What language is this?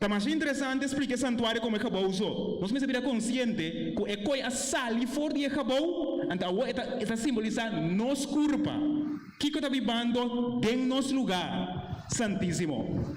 Papiamento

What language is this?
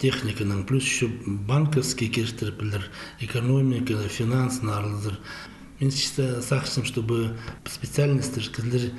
Khakas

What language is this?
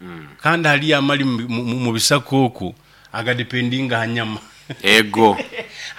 Nyoro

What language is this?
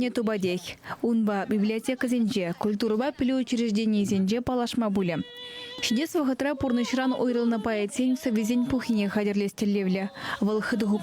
Chuvash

